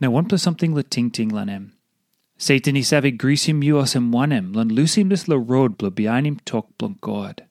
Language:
Tok Pisin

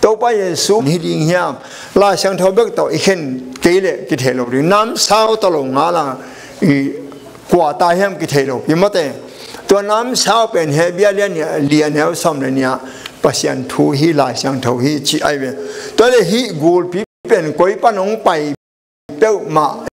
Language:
Tedim Chin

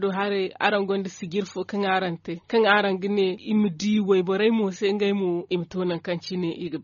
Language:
Zarma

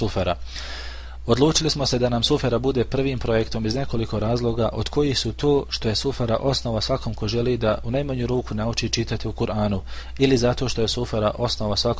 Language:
Bosnian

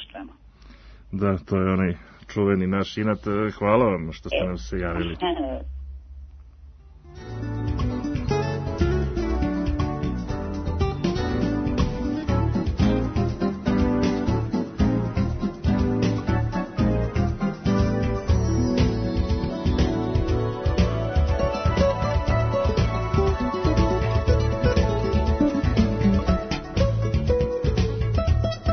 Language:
Serbian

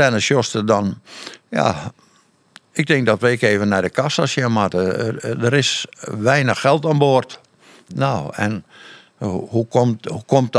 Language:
Western Frisian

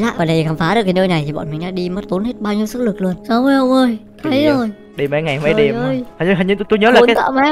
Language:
Vietnamese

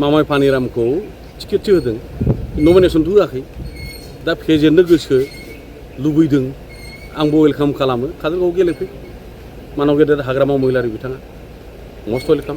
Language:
Bodo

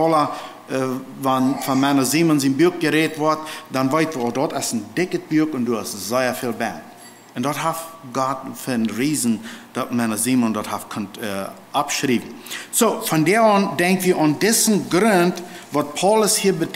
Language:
Plautdietsch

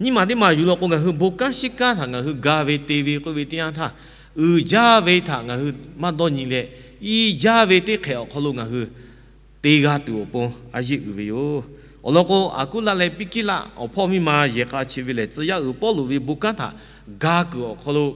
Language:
Lahu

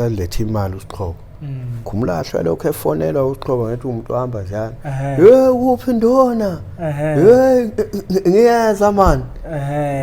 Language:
Zulu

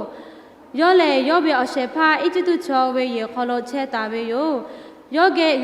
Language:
Lahu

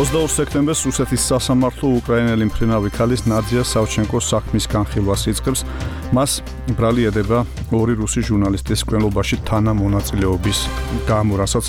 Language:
Georgian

